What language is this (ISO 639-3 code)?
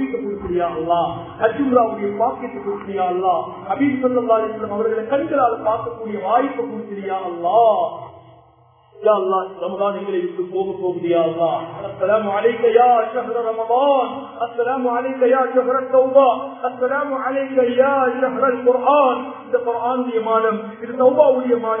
tam